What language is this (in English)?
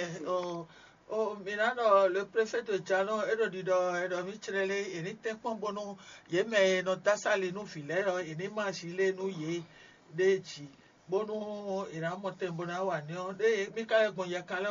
Fon